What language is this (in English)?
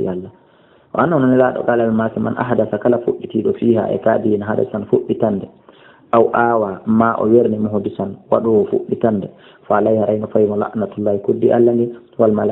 Fula